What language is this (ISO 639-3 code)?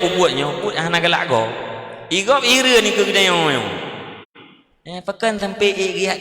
ace